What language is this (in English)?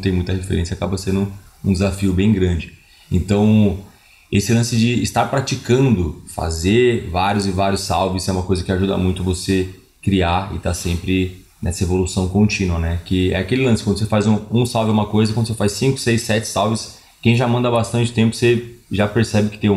Portuguese